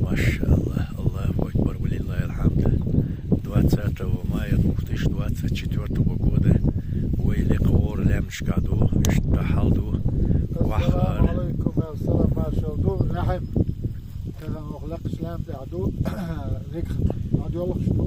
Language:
Chechen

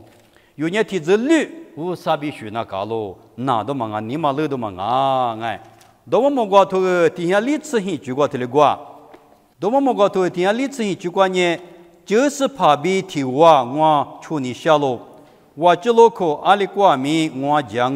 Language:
Lisu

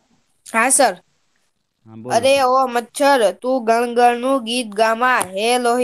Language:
Gujarati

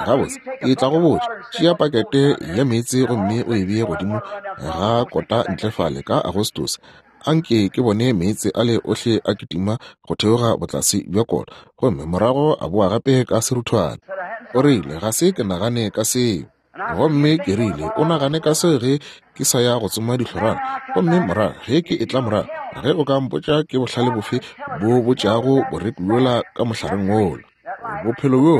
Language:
Northern Sotho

